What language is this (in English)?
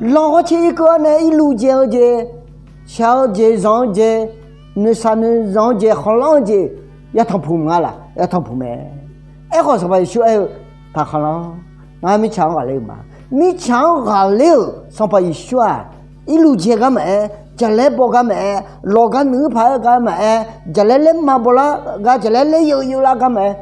Akha